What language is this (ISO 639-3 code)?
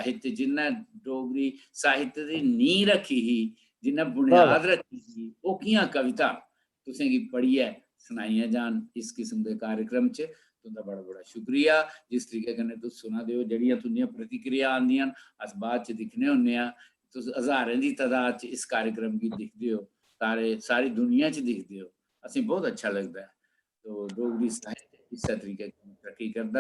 doi